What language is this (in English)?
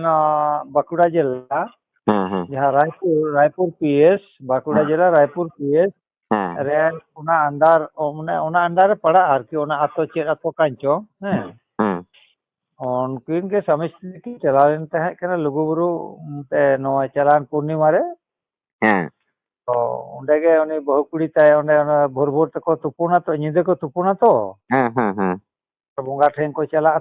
Santali